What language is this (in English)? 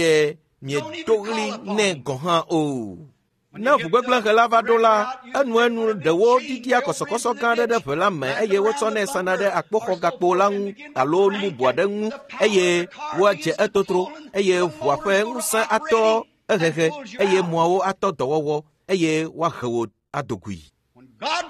Ewe